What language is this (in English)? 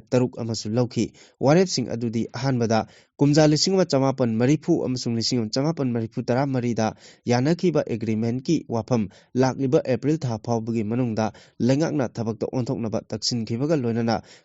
Manipuri